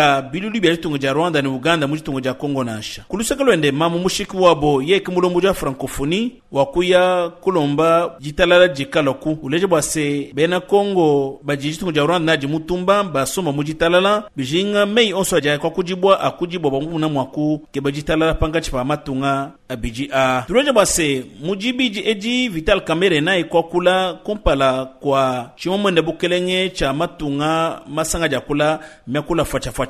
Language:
Luba-Lulua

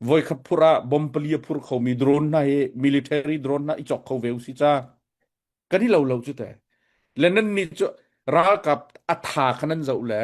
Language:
Hakha Chin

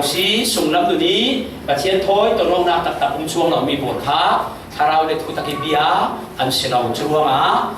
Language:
Falam Chin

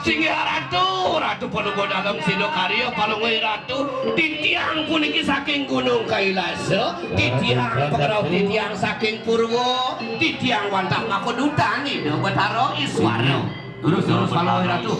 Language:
Balinese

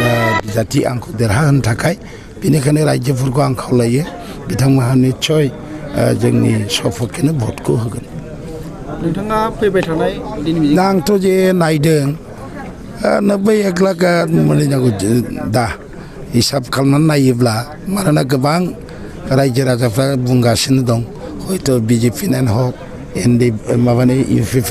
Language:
Bodo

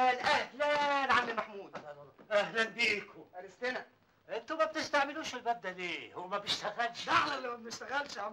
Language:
Egyptian Arabic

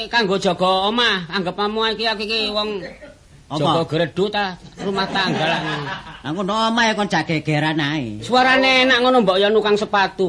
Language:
Javanese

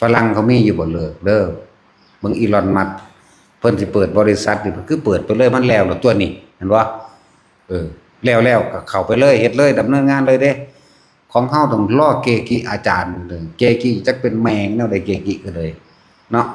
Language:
Northeastern Thai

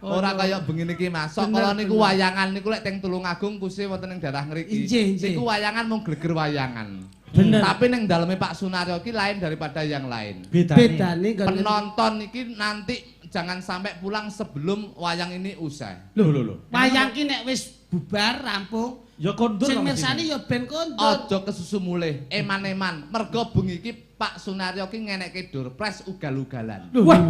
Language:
Javanese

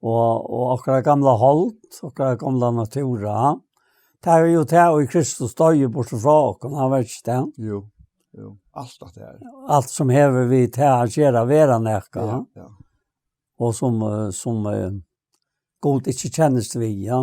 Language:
Faroese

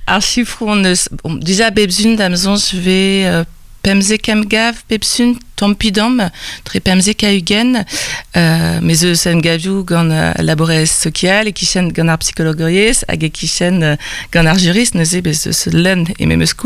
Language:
Breton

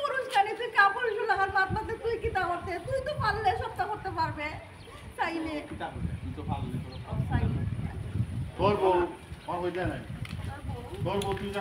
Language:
Sylheti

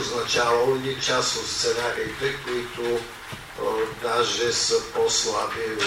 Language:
Bulgarian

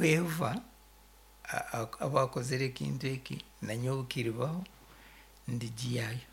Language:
Nyoro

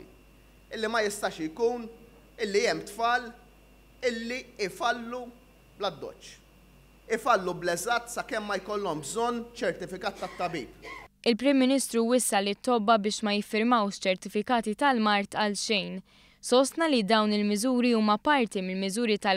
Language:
Maltese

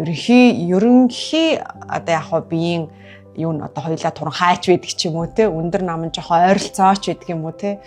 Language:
Mongolian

